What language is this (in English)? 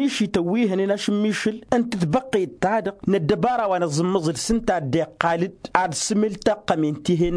Tamasheq